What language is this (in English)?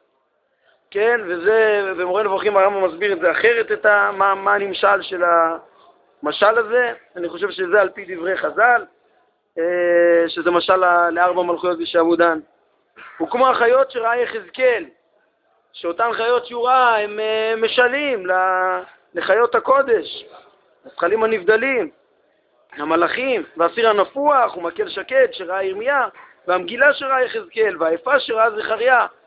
Hebrew